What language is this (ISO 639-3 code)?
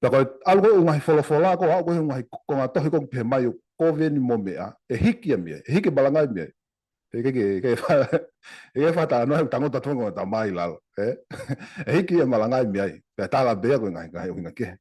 ton